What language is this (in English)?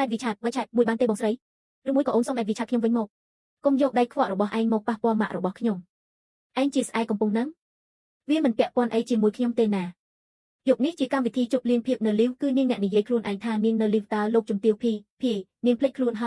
Khmer